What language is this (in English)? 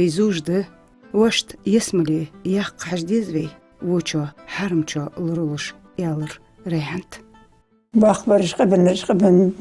Ingush